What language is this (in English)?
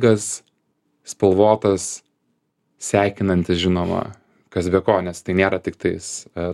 Lithuanian